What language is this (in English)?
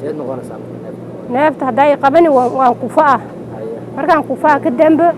Somali